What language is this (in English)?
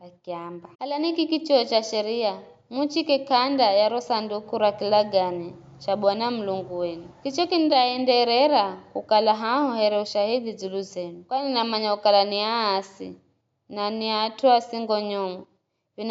Giryama